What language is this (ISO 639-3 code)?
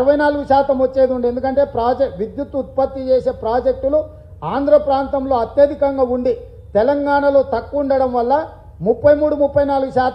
tel